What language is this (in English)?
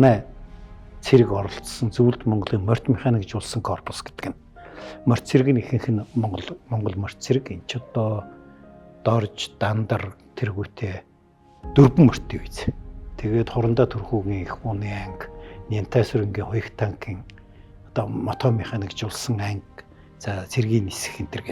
Mongolian